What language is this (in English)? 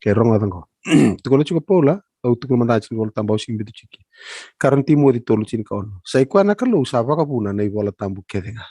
Fijian